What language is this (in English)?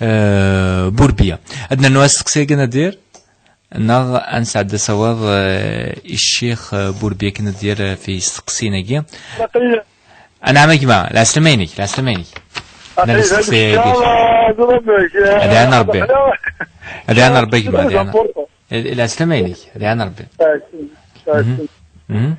Kabyle